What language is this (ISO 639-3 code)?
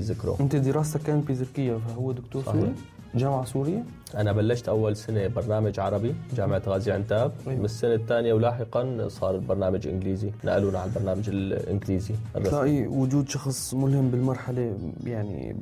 apc